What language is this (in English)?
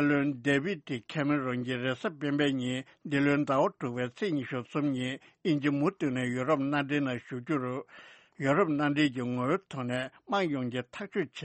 Tibetan